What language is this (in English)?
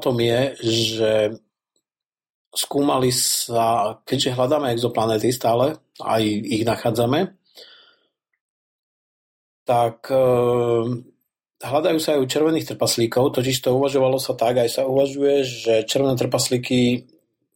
Slovak